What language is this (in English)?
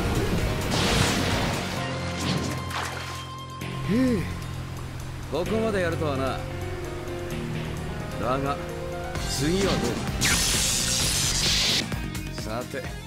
Japanese